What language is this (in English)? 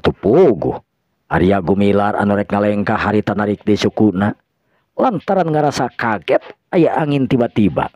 Sundanese